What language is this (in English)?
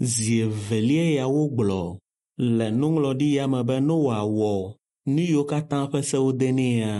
Ewe